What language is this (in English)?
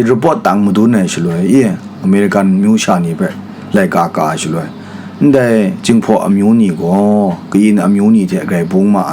Kachin